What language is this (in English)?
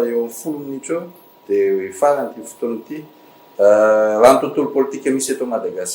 Malagasy